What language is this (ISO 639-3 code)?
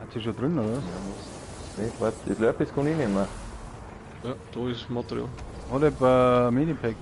bar